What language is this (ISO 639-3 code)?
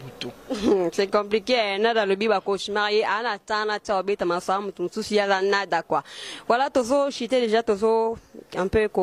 lin